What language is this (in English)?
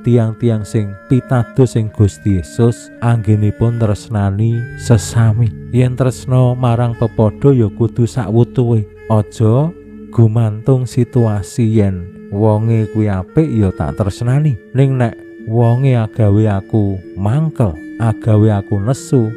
Javanese